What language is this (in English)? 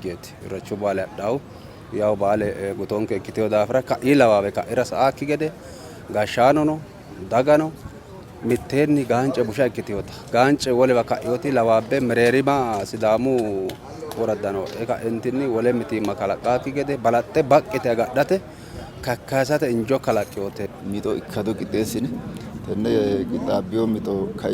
Sidamo